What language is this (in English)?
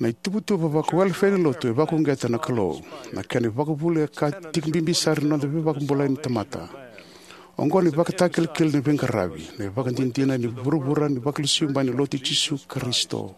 Fijian